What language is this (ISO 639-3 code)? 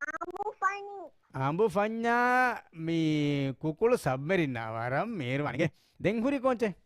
div